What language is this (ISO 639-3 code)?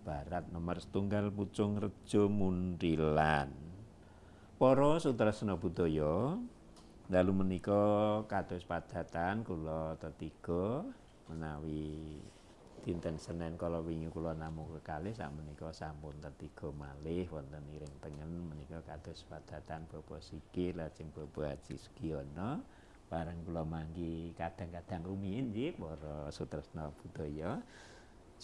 jav